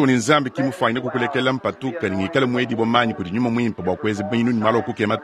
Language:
Luba-Lulua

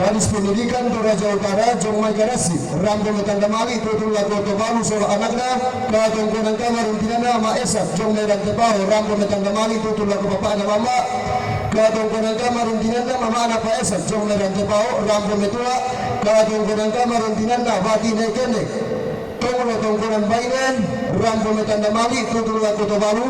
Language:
Toraja-Sa'dan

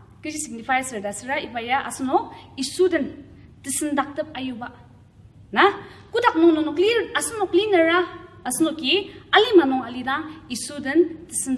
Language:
Ao Naga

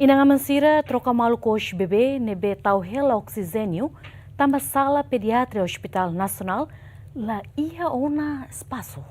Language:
Tetum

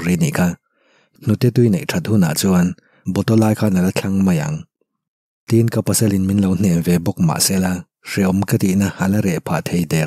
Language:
Mizo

